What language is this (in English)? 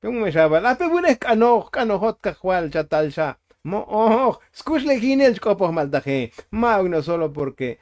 Tzotzil